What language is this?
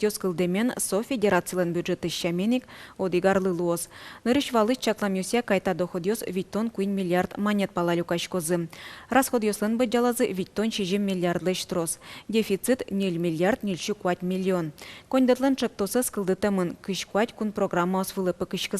Udmurt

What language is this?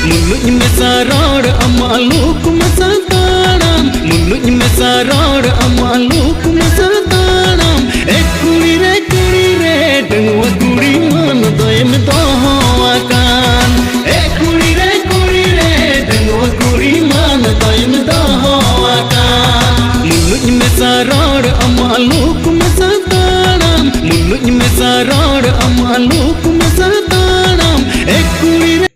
Santali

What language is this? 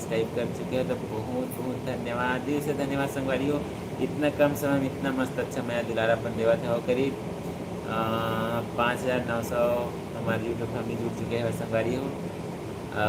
Chhattisgarhi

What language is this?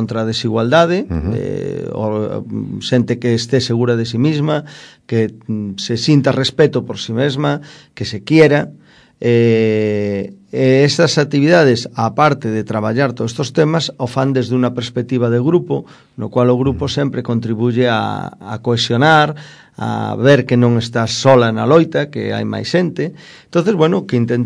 Galician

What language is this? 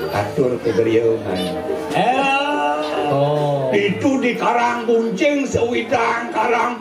Balinese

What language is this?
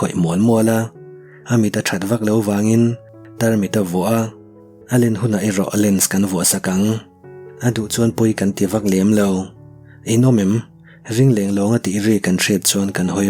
Mizo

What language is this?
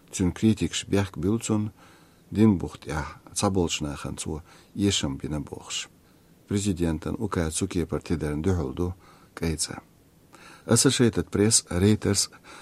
Chechen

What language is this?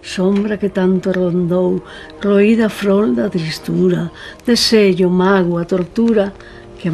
Galician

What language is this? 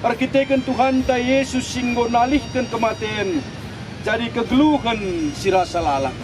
Batak Karo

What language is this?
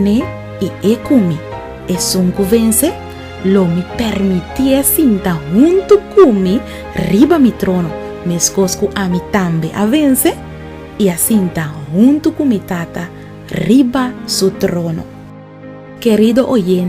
Papiamento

